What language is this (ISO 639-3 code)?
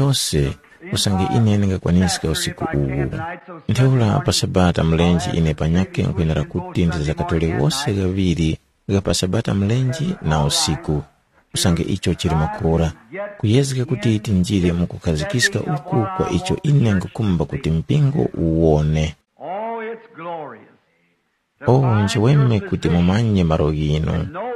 tum